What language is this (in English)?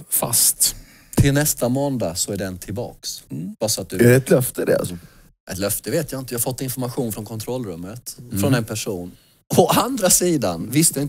Swedish